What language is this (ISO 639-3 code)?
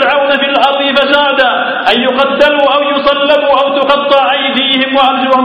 ara